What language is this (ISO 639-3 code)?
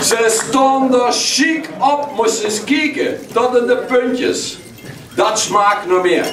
lim